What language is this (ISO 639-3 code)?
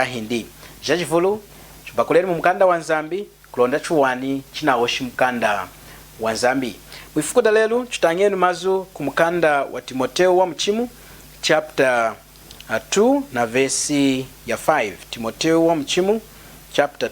lun